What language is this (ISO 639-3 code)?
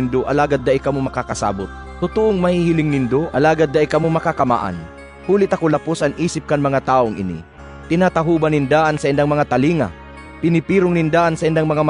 bik